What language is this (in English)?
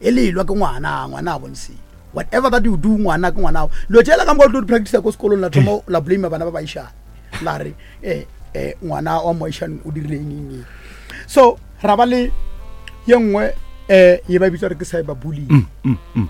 Northern Sotho